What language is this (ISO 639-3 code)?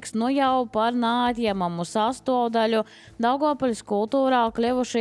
lav